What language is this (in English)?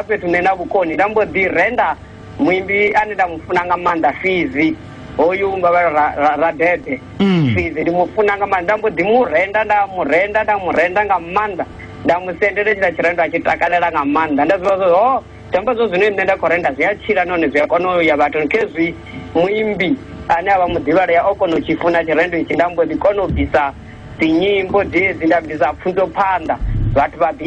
Venda